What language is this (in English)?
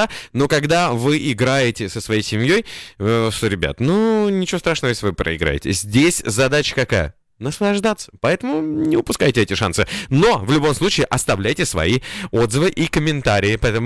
Russian